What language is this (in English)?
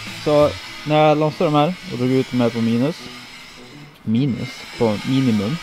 Swedish